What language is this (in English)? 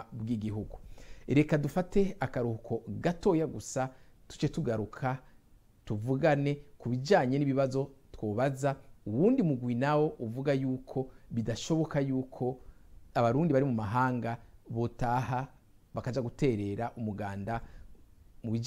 Rundi